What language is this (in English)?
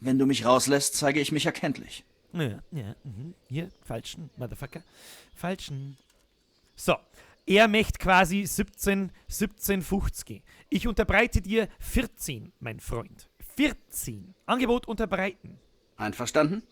Bavarian